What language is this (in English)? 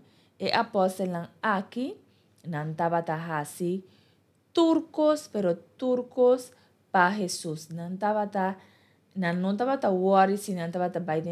Papiamento